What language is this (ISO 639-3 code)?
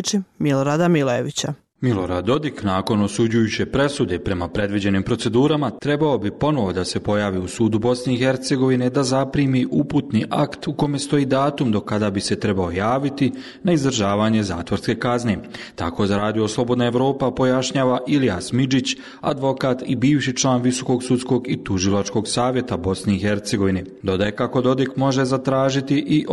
bos